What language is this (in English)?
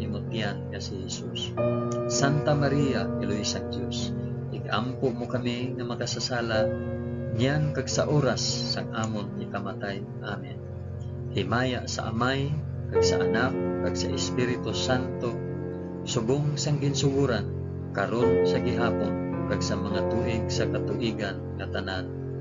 Hiligaynon